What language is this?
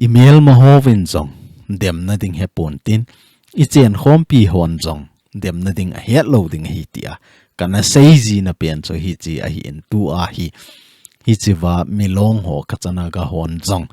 Thado Chin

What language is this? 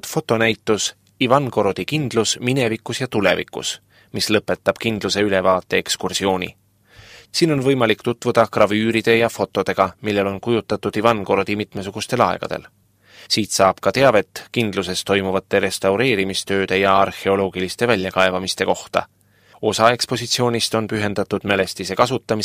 Estonian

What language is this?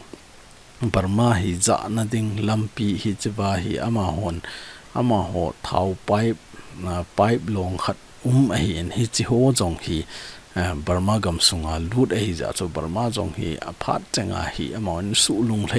Thado Chin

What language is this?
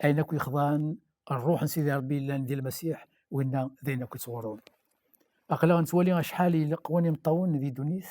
Kabyle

